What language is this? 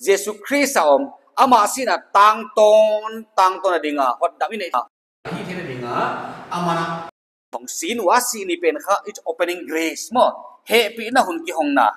Paite Chin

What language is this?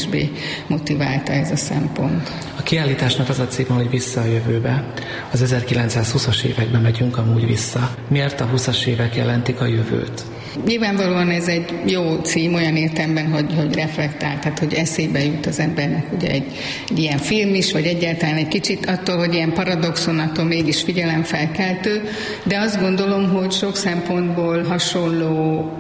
Hungarian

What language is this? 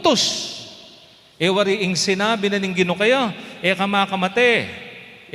Pampanga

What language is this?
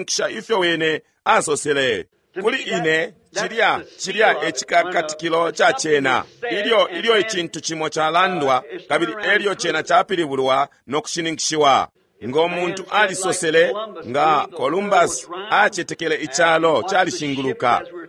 Bemba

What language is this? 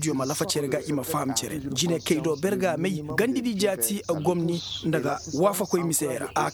Koyraboro Senni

